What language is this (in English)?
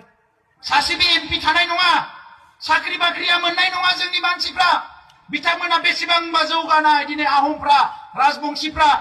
Bodo